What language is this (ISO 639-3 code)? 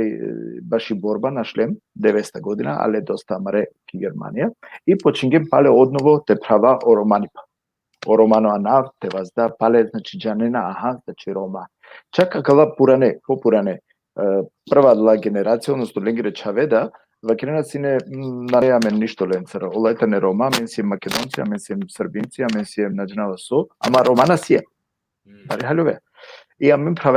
rmn